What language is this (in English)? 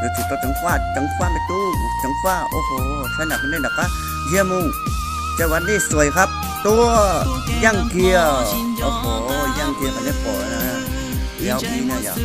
Hmong